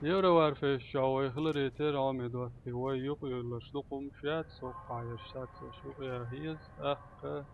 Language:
Chechen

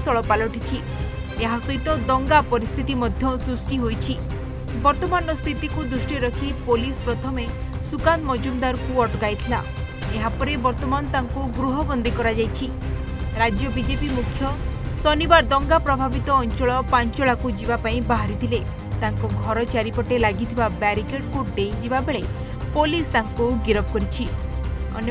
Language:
Odia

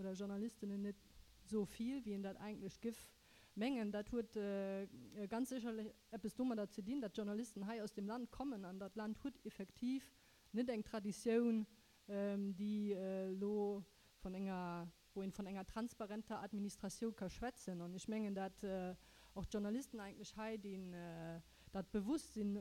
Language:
Luxembourgish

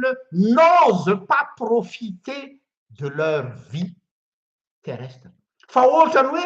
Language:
Malagasy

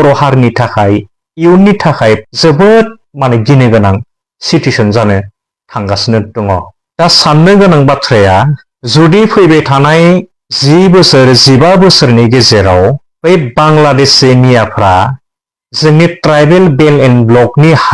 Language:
Bodo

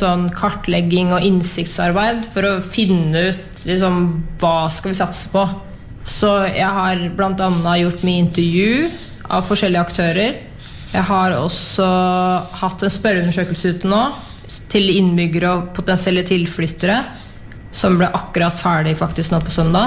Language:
Norwegian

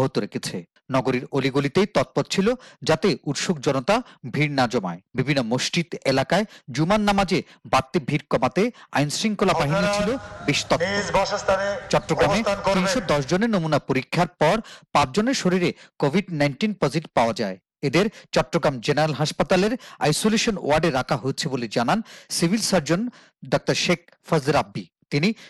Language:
Bangla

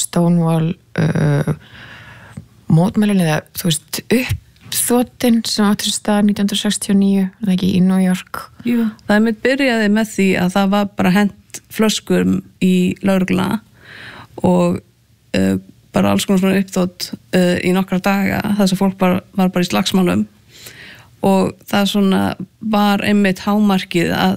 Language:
Icelandic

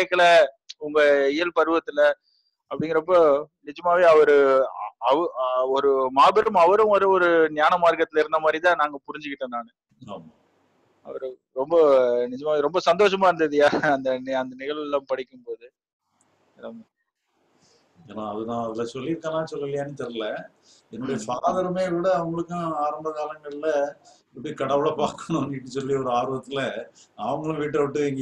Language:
Tamil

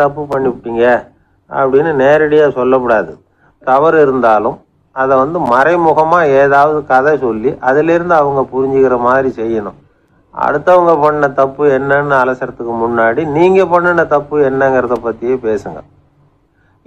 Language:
Tamil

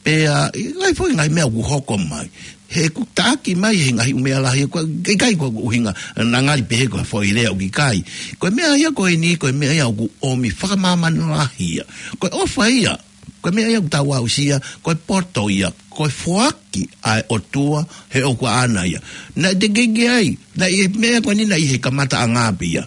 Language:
Tongan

